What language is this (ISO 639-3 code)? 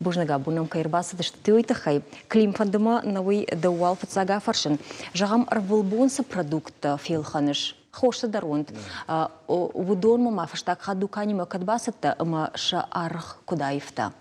oss